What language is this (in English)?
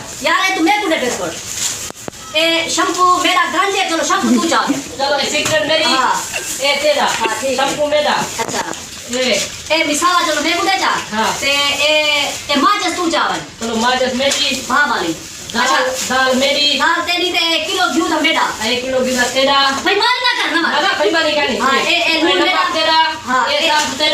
Saraiki